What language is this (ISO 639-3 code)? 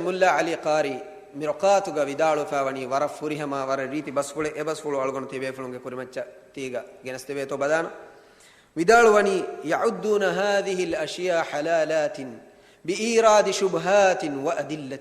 div